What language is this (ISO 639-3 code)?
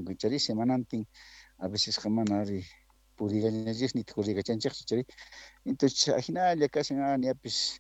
que